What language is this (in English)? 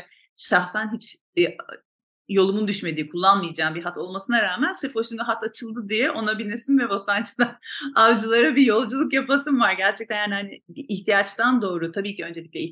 Turkish